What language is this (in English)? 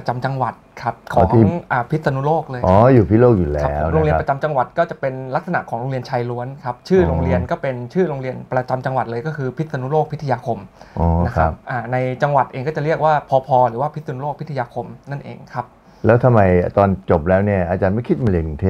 Thai